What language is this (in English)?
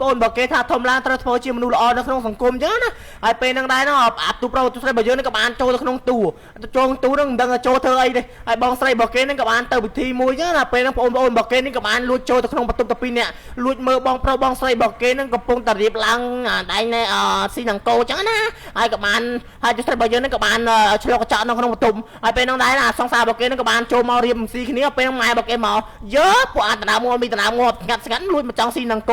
Khmer